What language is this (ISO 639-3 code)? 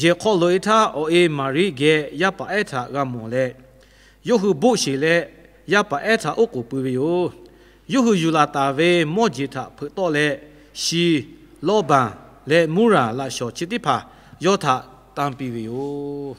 lhu